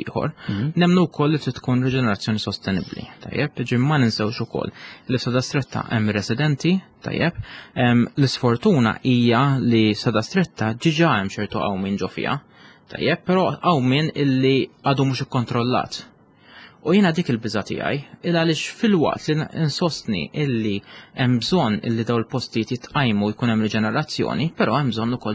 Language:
Maltese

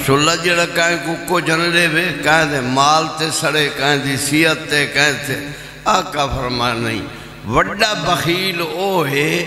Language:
Saraiki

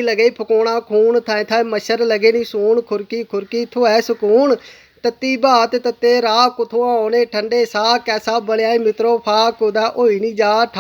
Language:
Dogri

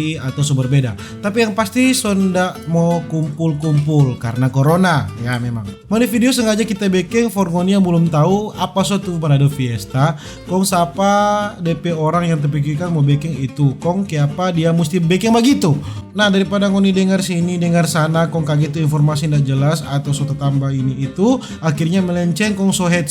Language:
Manado Malay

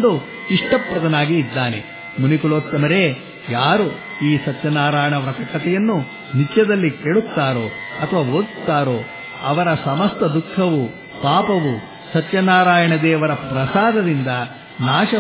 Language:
Kannada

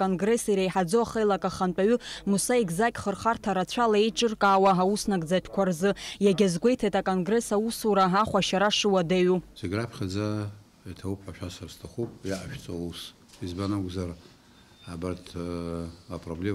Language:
Abkhazian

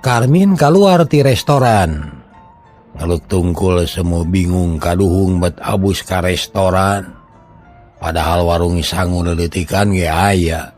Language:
Sundanese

